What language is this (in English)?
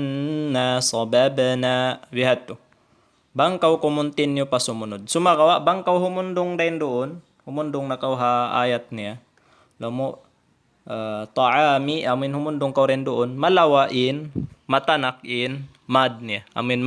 Tausug